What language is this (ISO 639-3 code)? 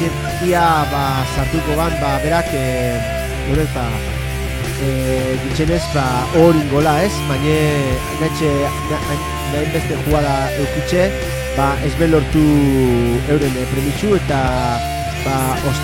eus